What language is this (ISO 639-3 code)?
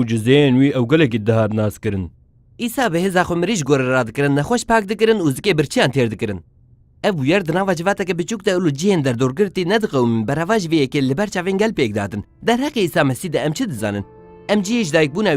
kur